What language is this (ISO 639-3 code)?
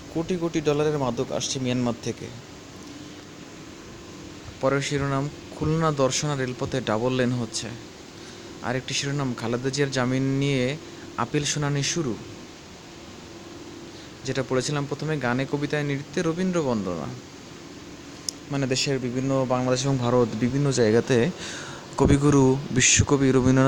ben